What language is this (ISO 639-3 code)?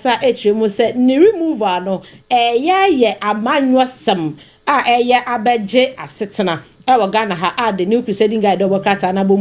aka